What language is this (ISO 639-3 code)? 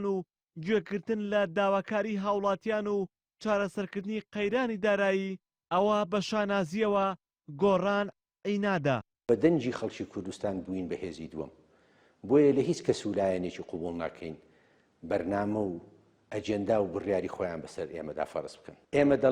ckb